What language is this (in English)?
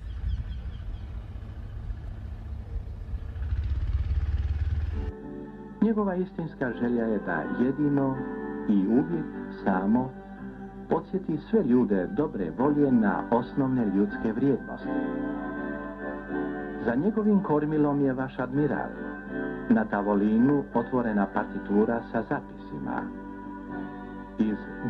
Bosnian